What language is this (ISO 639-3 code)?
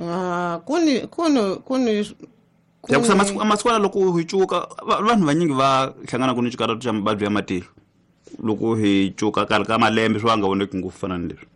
tso